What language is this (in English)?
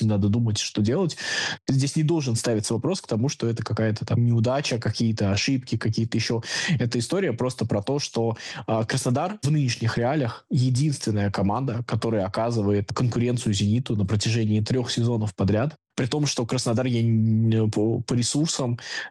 Russian